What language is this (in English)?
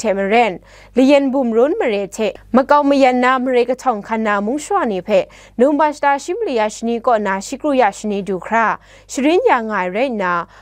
Kachin